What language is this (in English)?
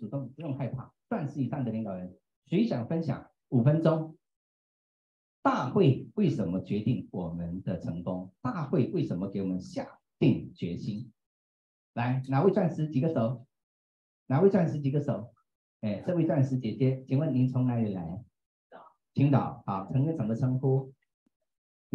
Chinese